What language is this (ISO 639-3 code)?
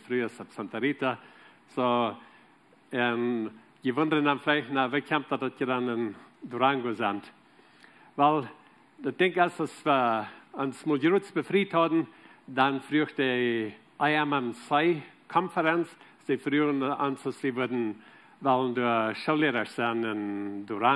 pdt